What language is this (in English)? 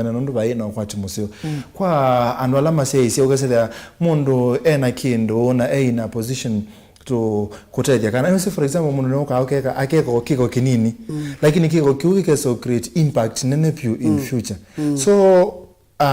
Kamba